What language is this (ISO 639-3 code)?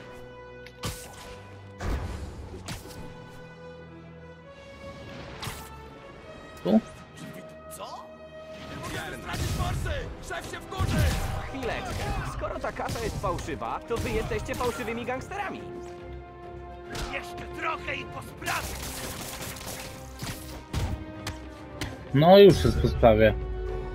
pol